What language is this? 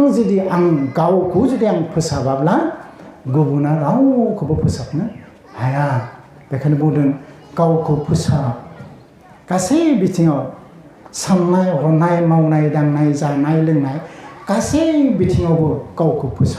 Bodo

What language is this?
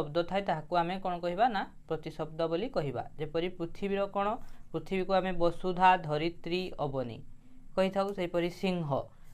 Odia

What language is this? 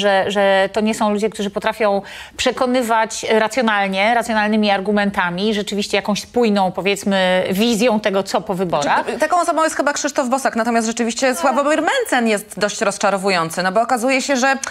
Polish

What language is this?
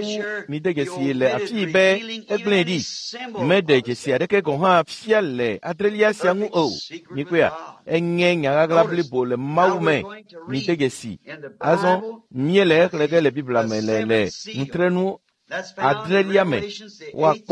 Ewe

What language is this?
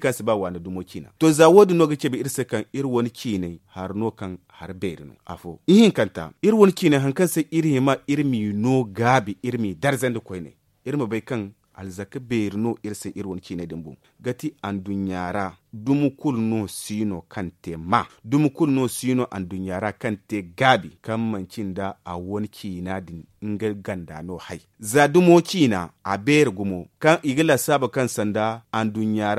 Zarma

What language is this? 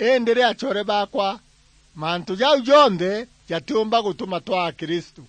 Meru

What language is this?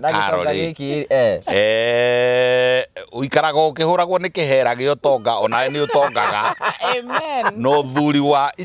Kikuyu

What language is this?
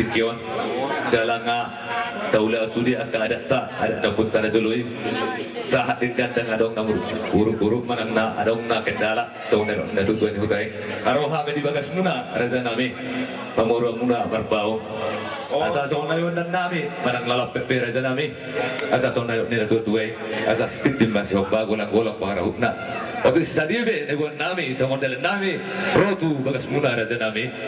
Batak Toba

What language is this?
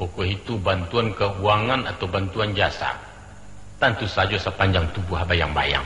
Minangkabau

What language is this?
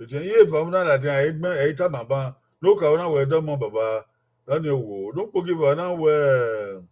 Bini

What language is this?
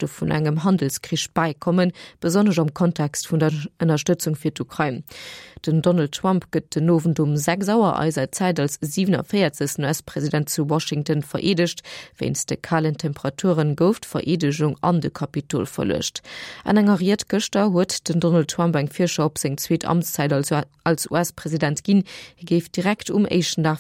Luxembourgish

